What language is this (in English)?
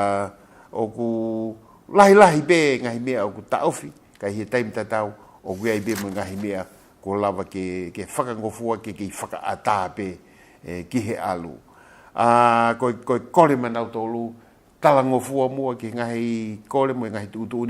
Tongan